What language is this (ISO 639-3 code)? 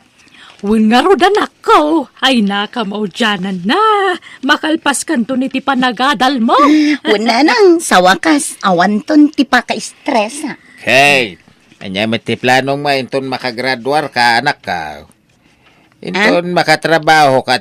ilo